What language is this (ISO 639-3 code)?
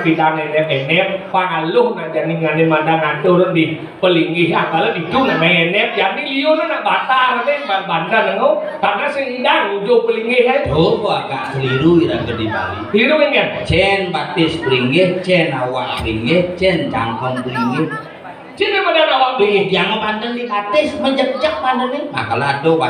ban